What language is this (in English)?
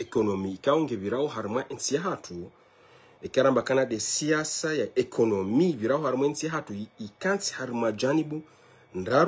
Ngazidja Comorian